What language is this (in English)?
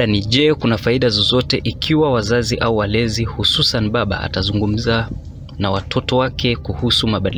Swahili